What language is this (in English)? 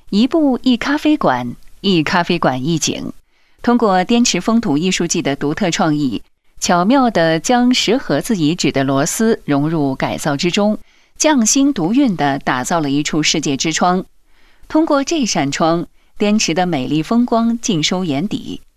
Chinese